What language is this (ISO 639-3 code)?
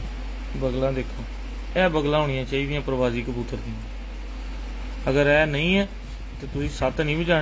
pan